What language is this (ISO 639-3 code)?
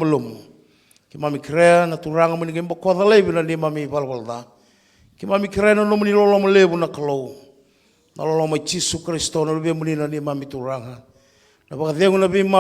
fij